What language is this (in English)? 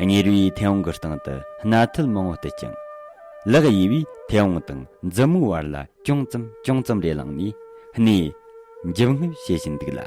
Tibetan